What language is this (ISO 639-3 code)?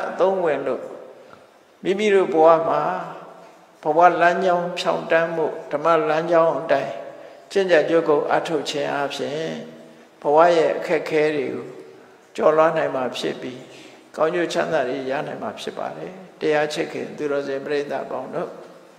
mya